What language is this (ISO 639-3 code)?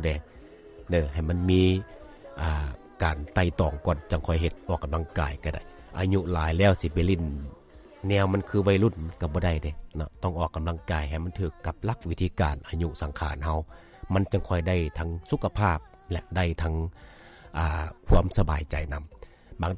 lao